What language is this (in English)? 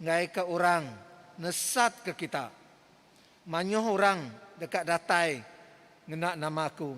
Iban